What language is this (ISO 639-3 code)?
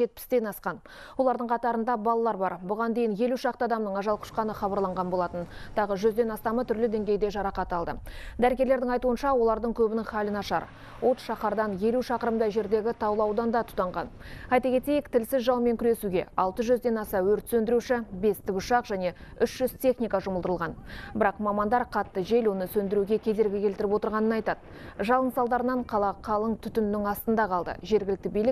kaz